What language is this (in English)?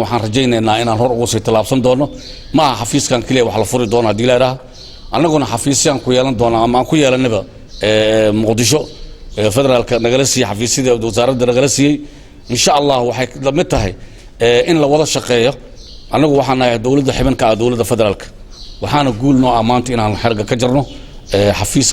Somali